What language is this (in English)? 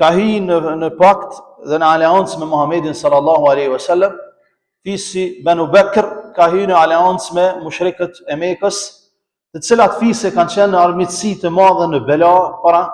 Albanian